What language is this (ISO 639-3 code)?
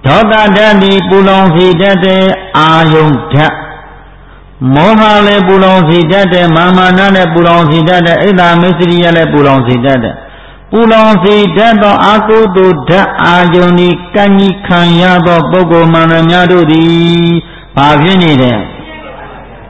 mya